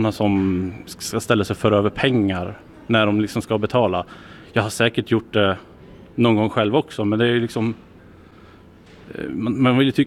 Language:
Swedish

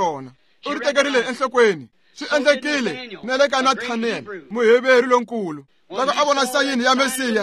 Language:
Tsonga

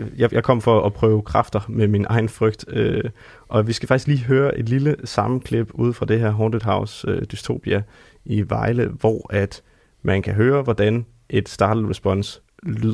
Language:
Danish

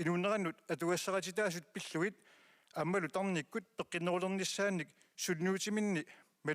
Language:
Kalaallisut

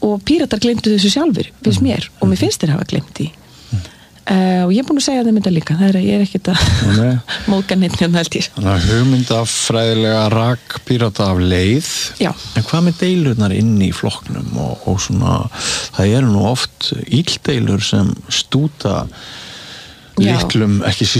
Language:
Icelandic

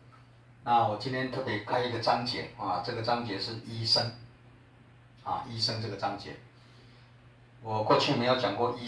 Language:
Chinese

